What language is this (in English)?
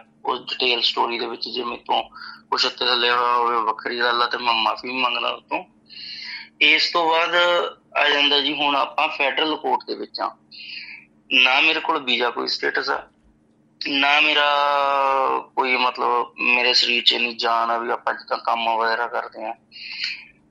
Punjabi